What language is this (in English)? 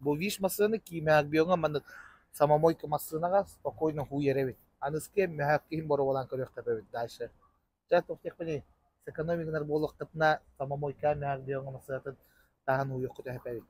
Yakut